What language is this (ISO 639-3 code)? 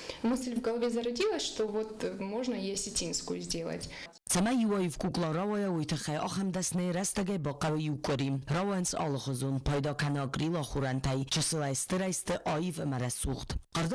oss